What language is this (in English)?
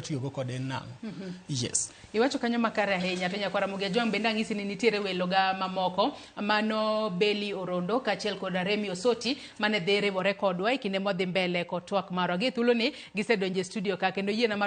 Luo (Kenya and Tanzania)